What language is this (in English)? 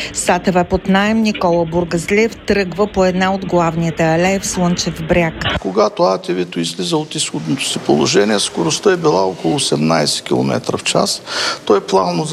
Bulgarian